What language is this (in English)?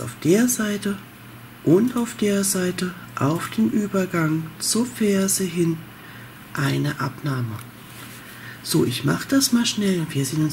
German